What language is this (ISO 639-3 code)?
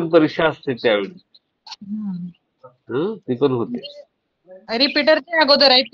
mar